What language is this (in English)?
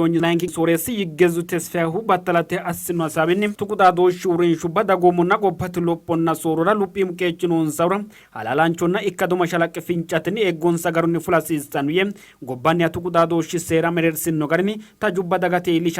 Sidamo